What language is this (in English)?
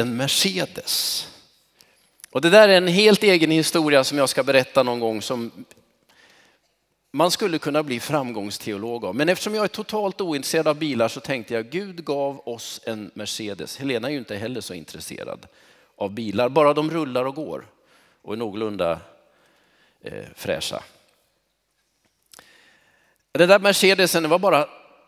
Swedish